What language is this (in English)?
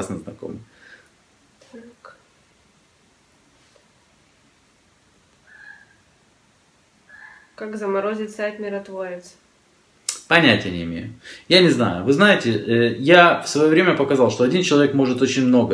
Russian